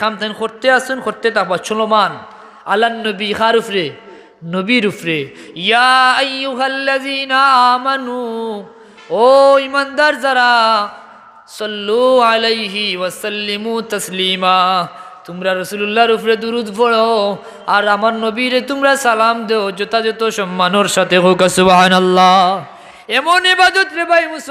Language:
Sylheti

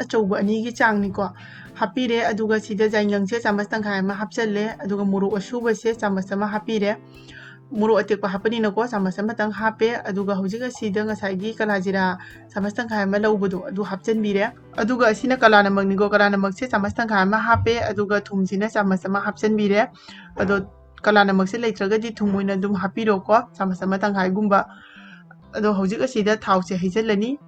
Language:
Manipuri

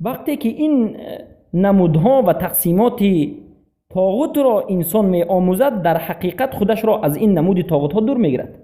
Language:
Persian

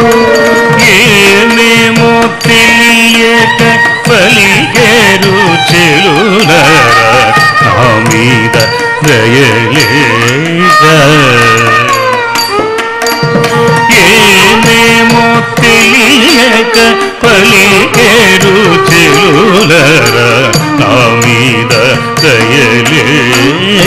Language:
Telugu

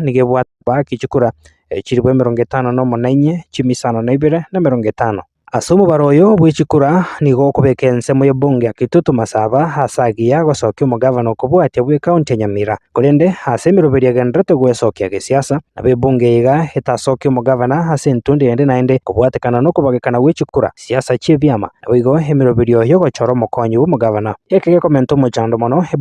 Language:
Gusii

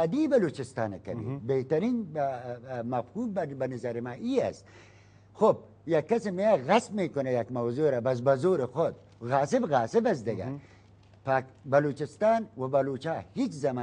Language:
Persian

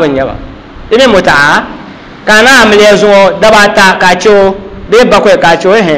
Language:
Dagbani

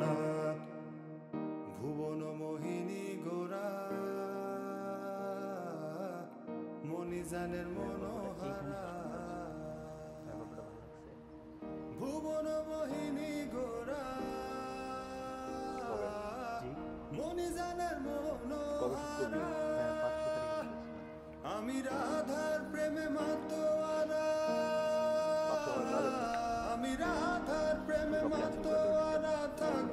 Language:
Bangla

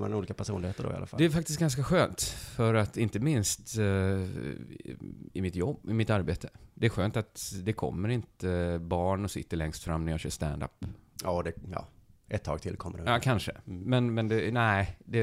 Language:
Swedish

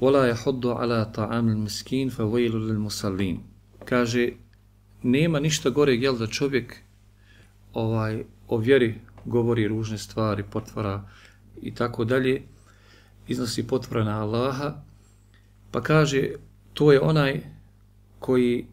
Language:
Bosnian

